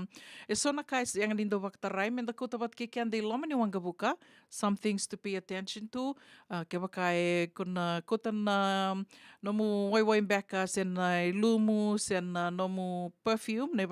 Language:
Fijian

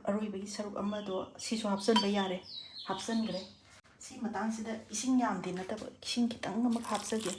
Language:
Manipuri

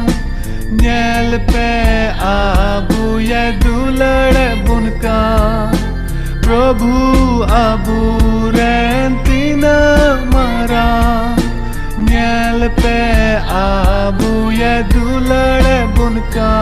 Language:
Santali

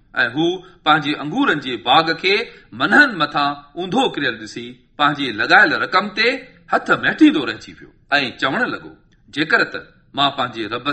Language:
Sindhi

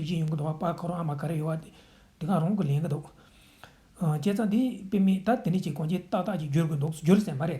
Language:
Tibetan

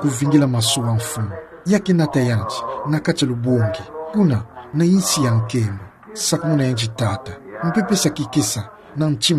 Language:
Kituba (Democratic Republic of Congo)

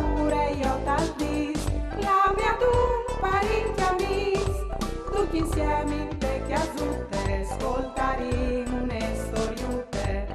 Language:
Friulian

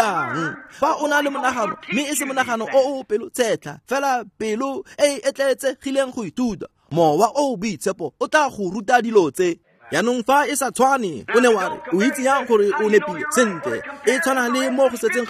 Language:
Tswana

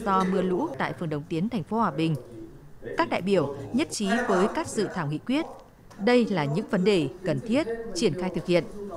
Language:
Vietnamese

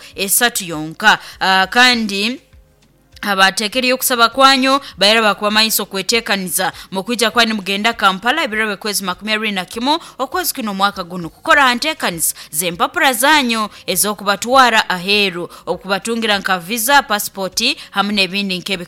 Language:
Nyoro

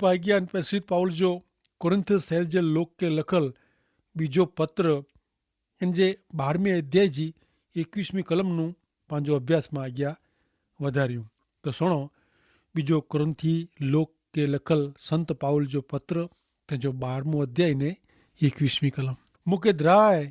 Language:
Kachhi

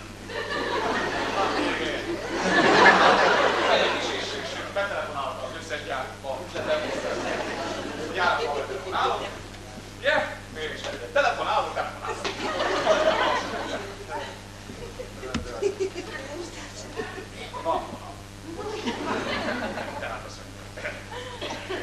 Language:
Hungarian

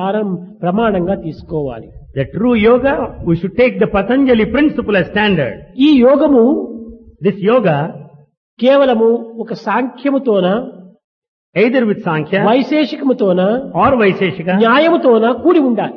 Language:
Telugu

